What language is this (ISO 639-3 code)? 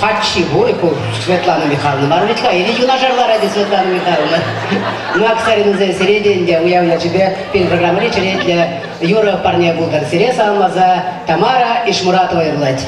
chv